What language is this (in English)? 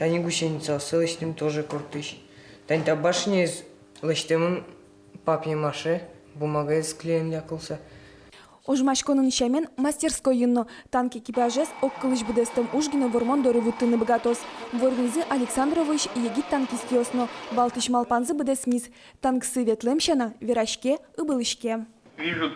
Udmurt